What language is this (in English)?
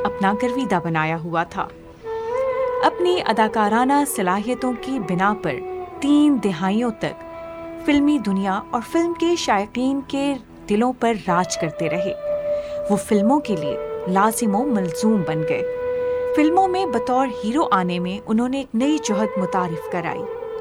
Urdu